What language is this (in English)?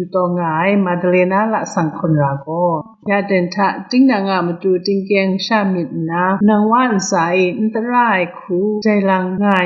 Kachin